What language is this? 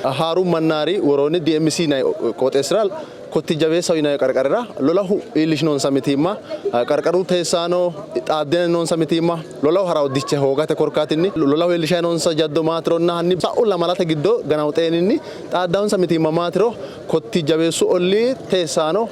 Sidamo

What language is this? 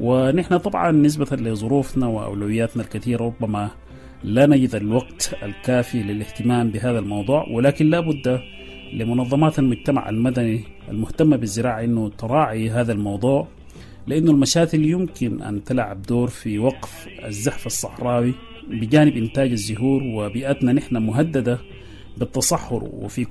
Sudanese Arabic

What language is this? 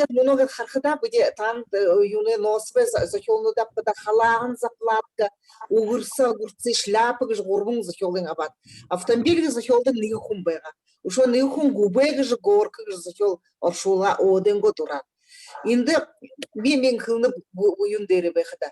Buriat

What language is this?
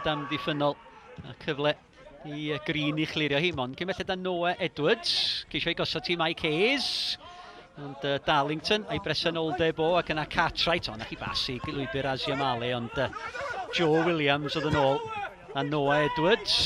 Welsh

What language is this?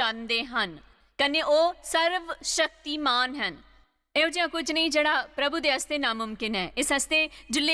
Dogri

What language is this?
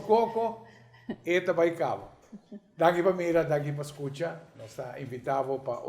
Papiamento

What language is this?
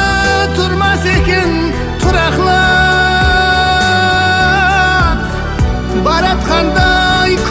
Kara-Kalpak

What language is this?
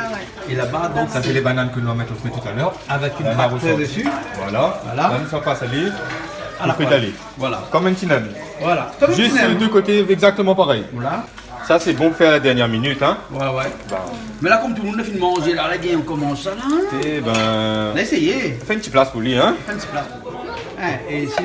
Réunion Creole French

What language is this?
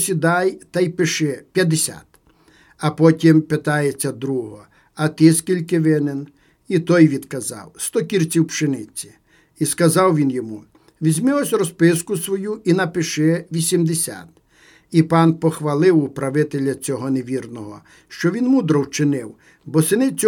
Ukrainian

